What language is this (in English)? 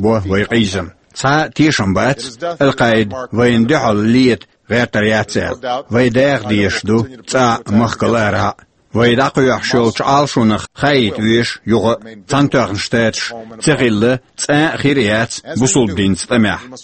Chechen